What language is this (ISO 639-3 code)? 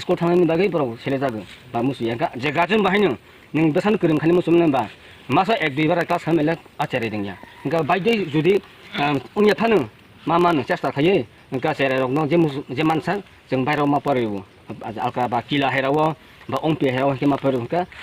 trp